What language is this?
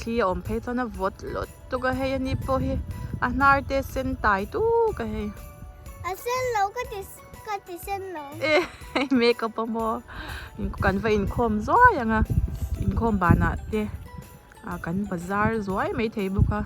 Mizo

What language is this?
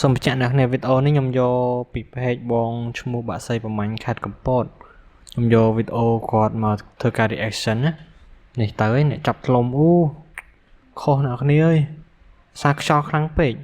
Khmer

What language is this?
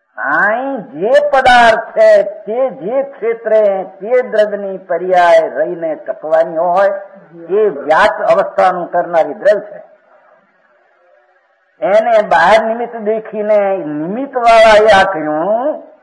Gujarati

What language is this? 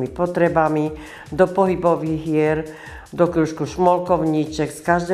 Slovak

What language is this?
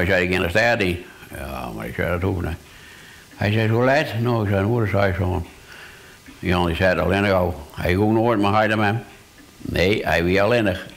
Western Frisian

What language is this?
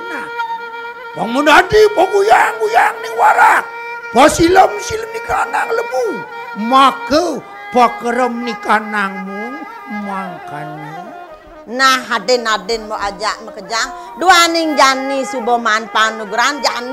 Balinese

